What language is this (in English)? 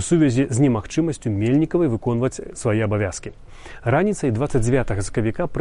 Belarusian